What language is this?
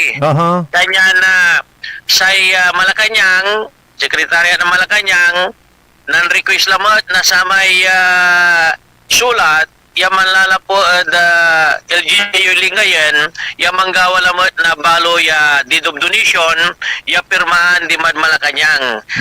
Pangasinan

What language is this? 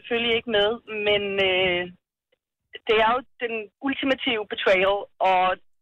Danish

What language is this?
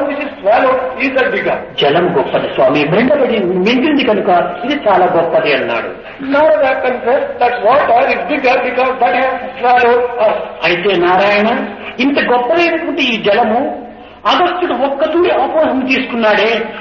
Telugu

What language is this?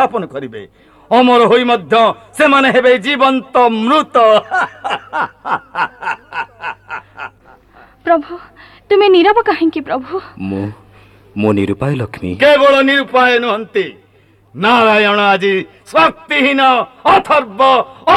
Odia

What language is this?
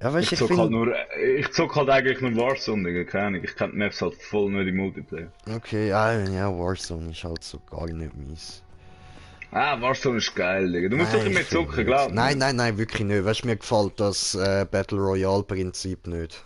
Swiss German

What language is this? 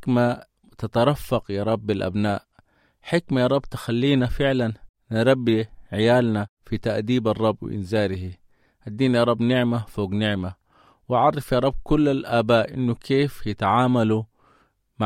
Sudanese Arabic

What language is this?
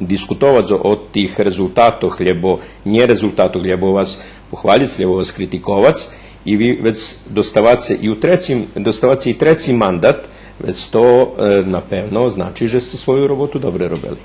Rusyn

